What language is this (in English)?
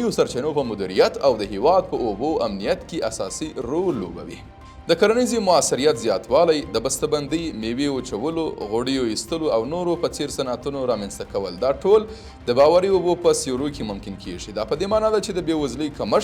Pashto